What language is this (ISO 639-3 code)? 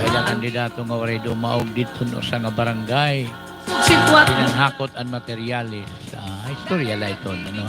war